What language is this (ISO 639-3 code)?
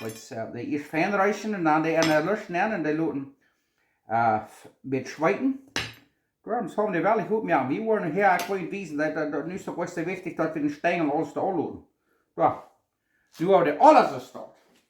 pdt